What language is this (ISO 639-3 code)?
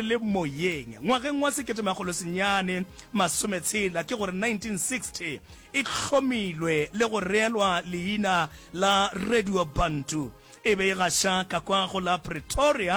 nso